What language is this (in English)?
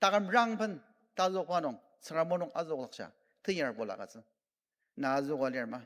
Ao Naga